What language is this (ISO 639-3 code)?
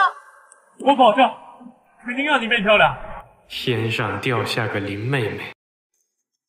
zho